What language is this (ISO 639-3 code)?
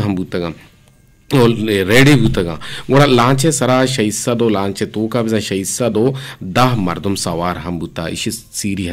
bgp